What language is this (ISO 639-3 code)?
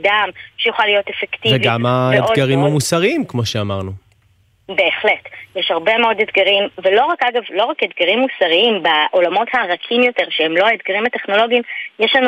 heb